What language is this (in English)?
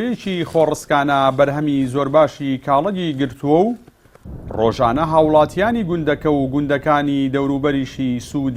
Central Kurdish